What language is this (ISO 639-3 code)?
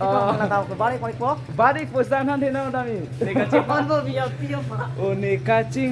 mjw